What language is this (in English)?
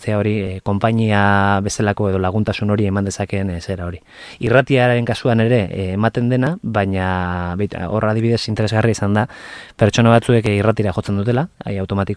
Basque